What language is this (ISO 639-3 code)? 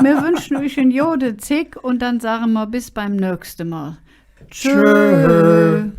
ksh